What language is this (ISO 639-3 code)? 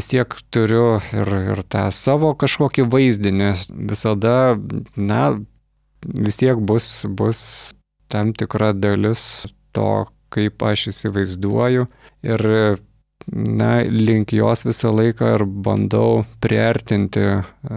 lit